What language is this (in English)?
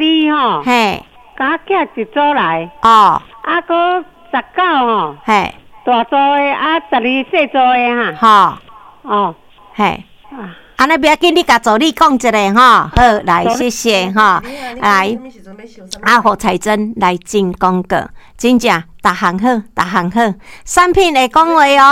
Min Nan Chinese